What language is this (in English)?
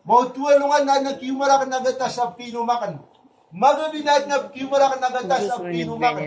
Maranao